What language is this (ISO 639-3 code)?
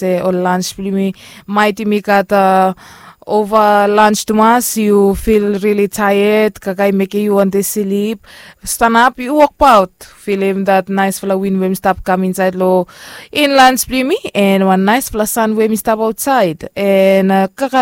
bis